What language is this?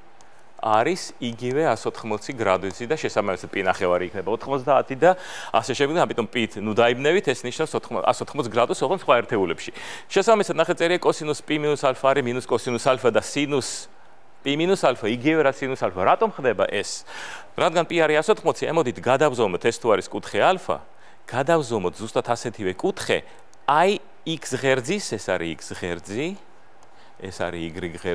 Georgian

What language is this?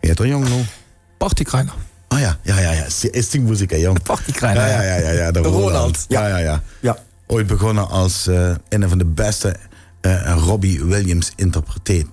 Limburgish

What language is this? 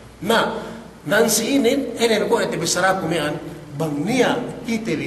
Yakan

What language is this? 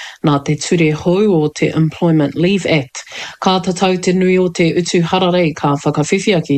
Māori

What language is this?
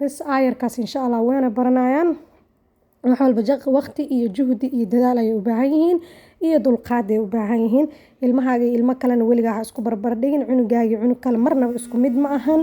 Somali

